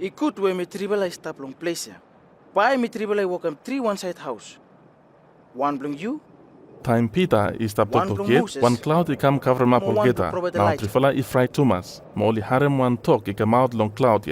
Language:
Bislama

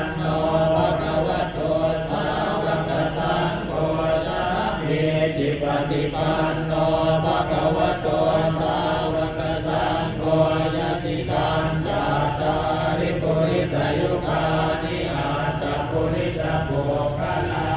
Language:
Pali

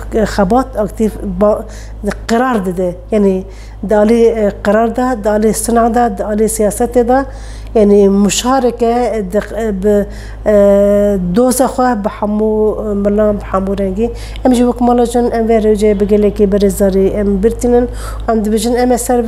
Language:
Kurdish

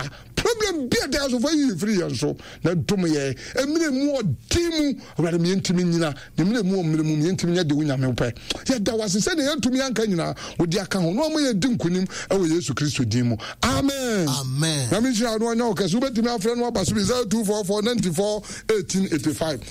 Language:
Akan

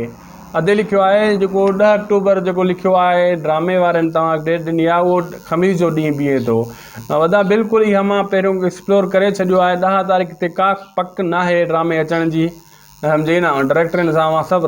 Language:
Sindhi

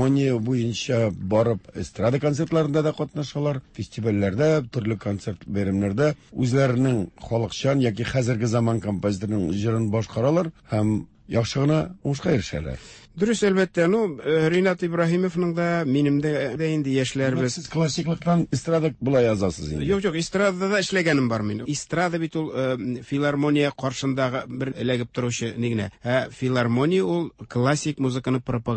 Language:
Tatar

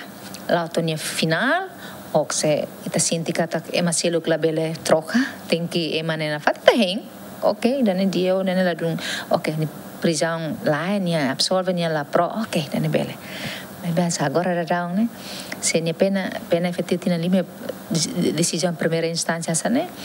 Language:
Tetum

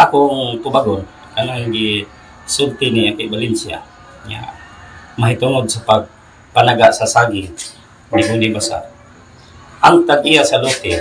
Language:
Cebuano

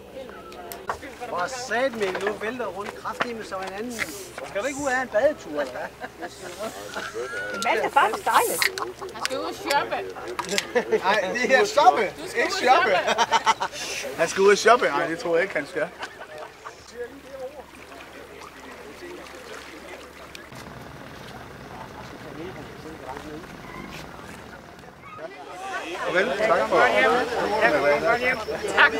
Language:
Danish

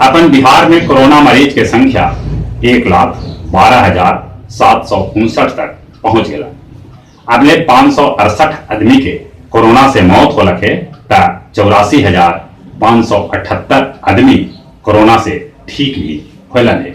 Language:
Magahi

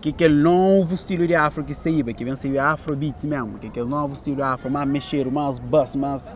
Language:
Kabuverdianu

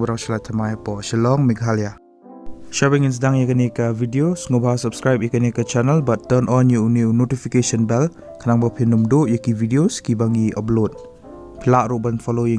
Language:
Khasi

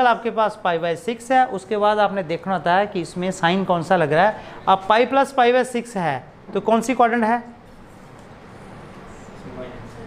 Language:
Hindi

